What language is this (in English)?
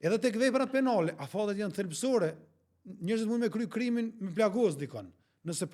Albanian